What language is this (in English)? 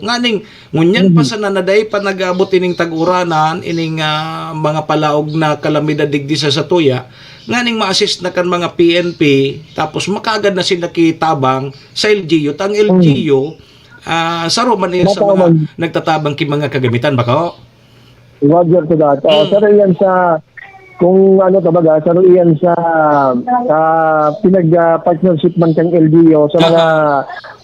Bikol